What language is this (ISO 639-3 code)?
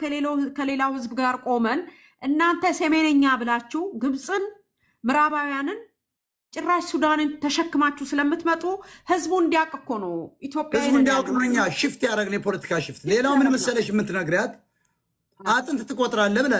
amh